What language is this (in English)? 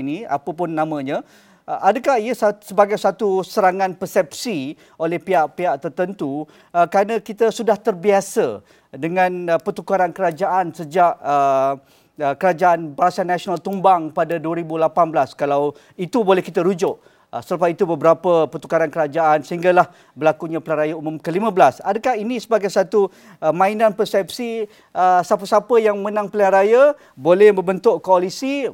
Malay